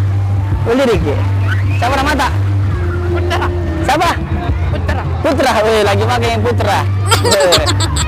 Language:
Makassar Malay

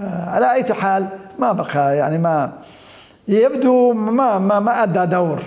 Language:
Mesopotamian Arabic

